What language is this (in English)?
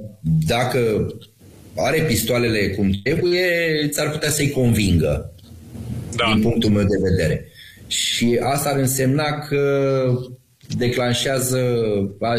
Romanian